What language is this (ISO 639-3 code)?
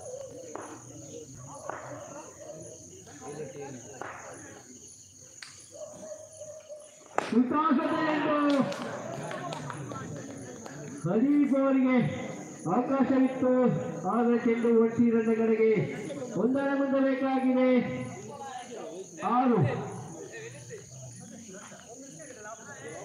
kan